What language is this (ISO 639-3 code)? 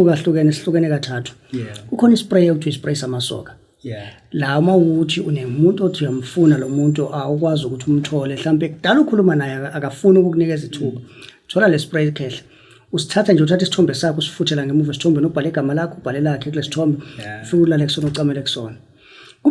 zul